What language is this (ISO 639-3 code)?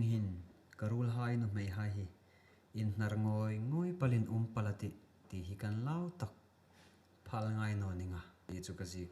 hmr